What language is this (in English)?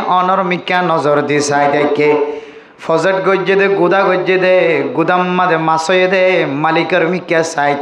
Rohingya